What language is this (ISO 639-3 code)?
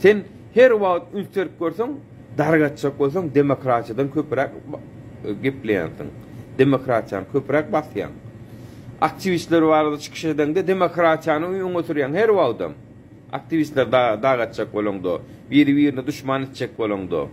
tuk